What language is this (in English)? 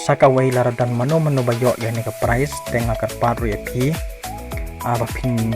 Khasi